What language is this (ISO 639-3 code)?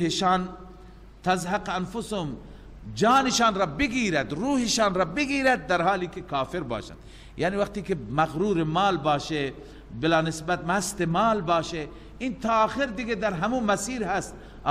fas